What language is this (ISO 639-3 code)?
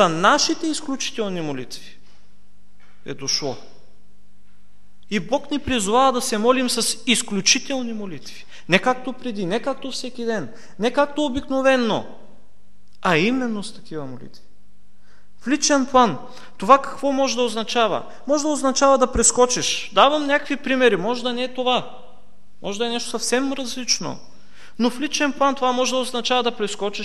bul